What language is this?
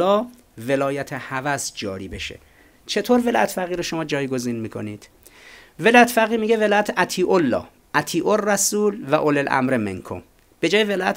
Persian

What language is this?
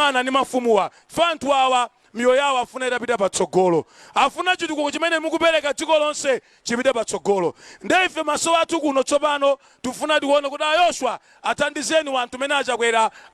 Nyanja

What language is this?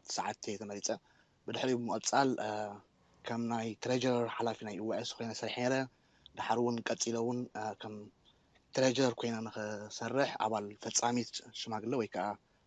Tigrinya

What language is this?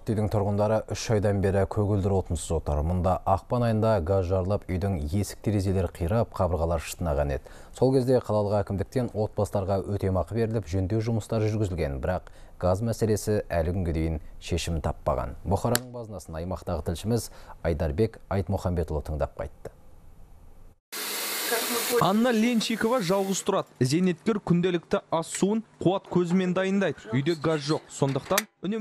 Kazakh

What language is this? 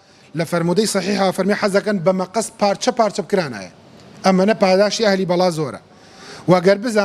Central Kurdish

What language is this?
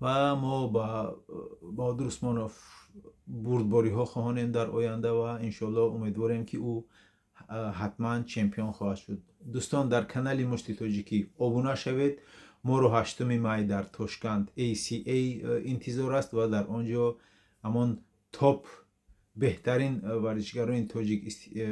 Tajik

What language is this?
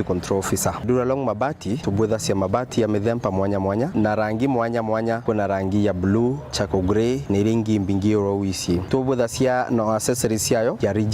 Meru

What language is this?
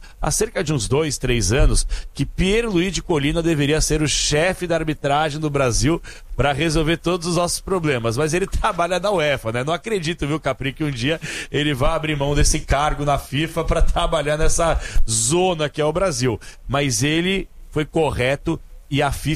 Portuguese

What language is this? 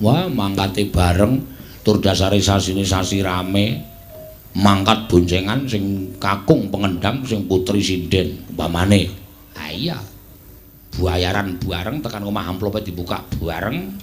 Javanese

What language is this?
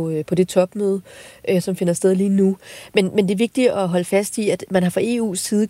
Danish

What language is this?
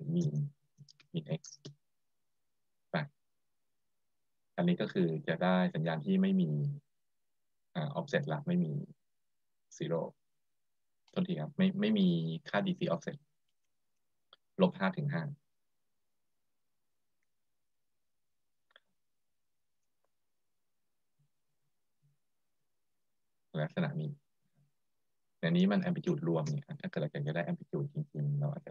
Thai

